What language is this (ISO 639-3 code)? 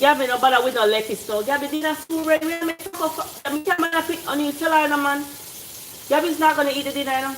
jam